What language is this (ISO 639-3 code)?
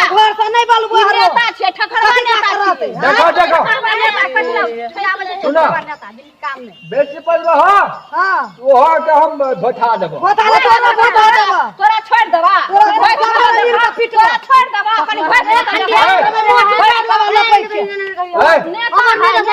mai